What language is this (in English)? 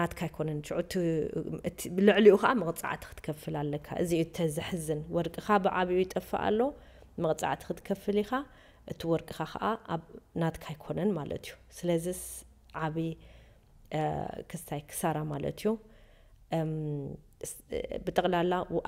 Tigrinya